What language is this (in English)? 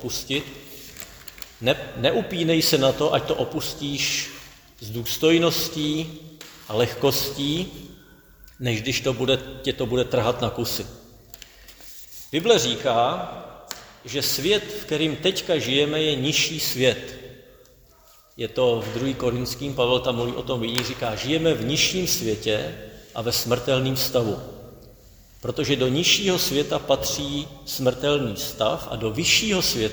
Czech